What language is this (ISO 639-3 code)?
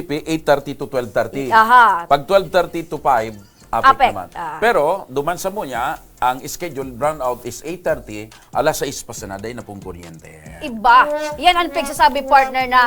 bik